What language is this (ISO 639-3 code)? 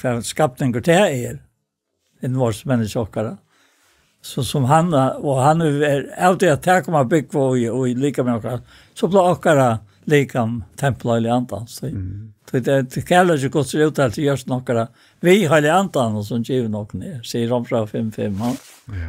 fao